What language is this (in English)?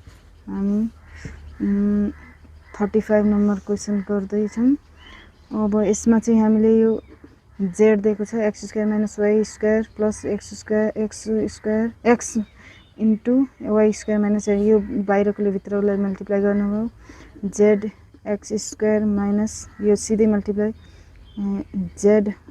Nepali